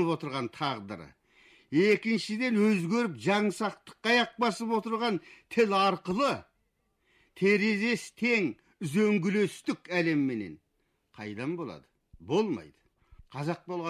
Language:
Kazakh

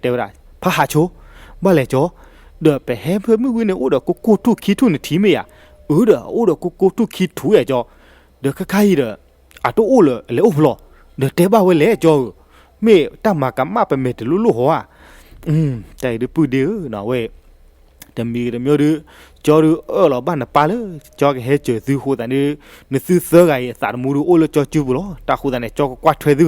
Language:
S'gaw Karen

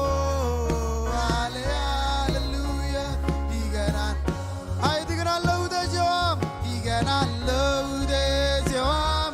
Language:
Marshallese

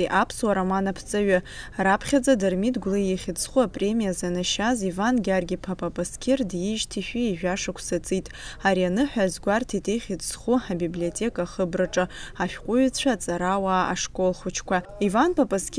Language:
Abkhazian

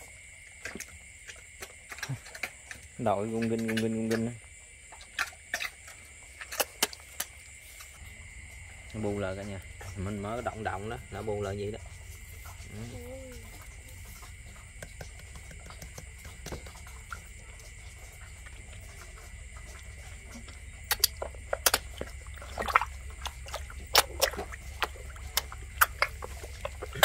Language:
Vietnamese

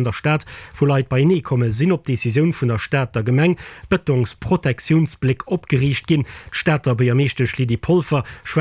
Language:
Luxembourgish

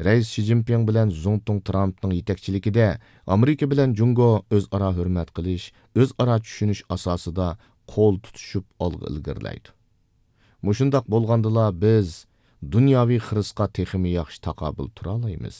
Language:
Uyghur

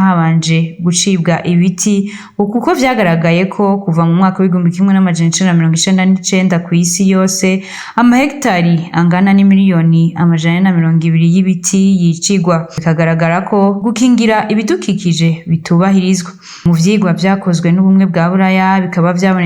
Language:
Rundi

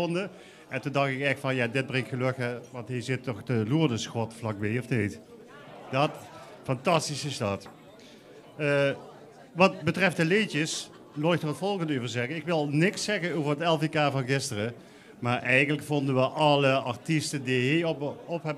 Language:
Limburgish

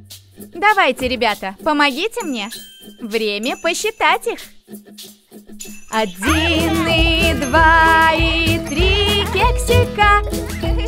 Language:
Russian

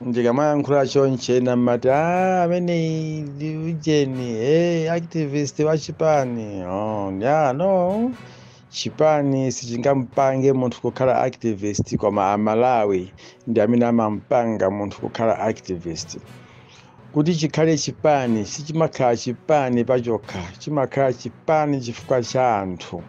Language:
Nyanja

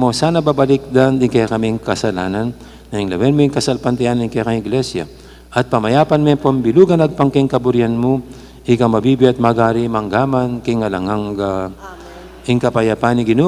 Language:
Pampanga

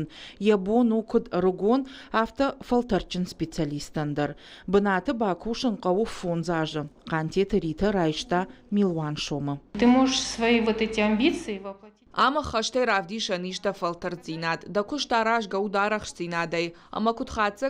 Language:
Ossetic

